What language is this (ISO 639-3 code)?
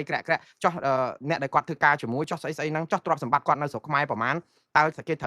khm